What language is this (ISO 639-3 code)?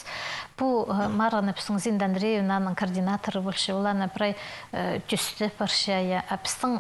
kjh